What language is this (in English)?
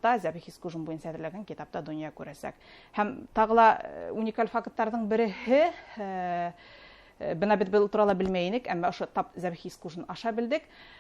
Bashkir